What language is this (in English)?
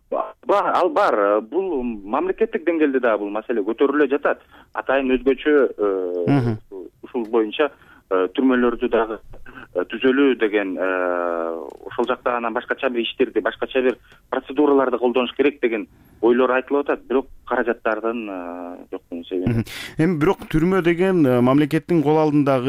Kyrgyz